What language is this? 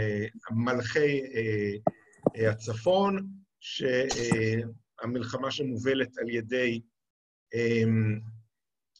Hebrew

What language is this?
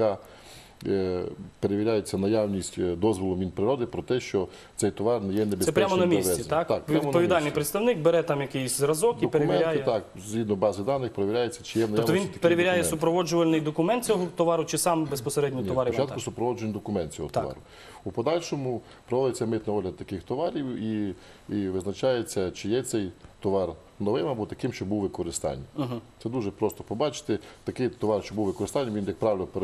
Ukrainian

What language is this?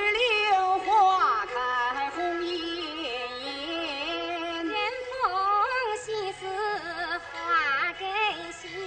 Chinese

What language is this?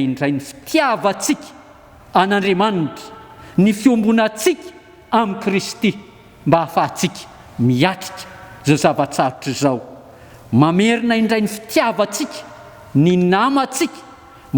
Malagasy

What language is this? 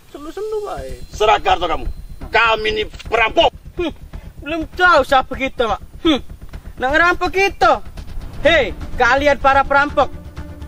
Musi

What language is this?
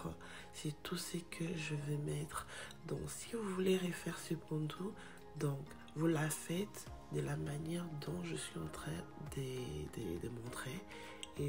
French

